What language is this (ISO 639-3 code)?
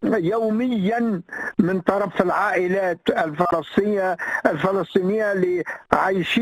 aeb